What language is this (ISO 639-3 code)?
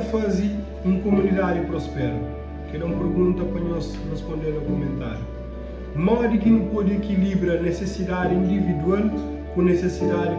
kea